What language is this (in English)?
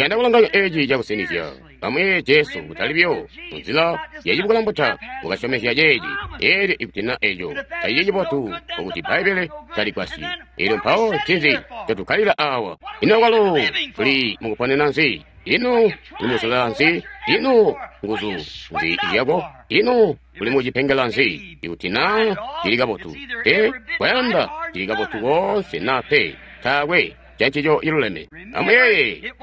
Tonga (Zambia)